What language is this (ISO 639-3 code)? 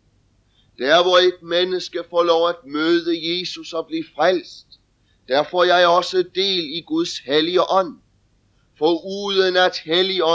dan